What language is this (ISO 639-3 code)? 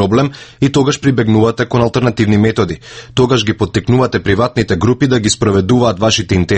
mkd